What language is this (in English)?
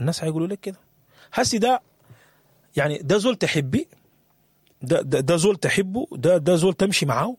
Sudanese Arabic